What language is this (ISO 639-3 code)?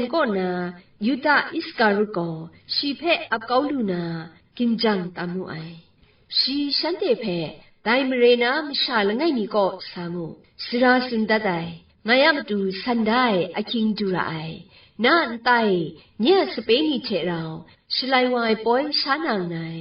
kac